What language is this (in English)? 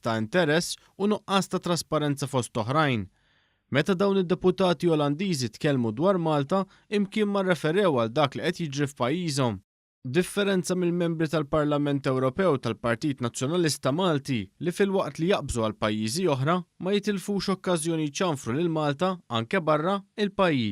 Maltese